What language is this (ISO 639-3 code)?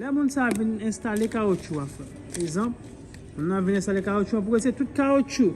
hat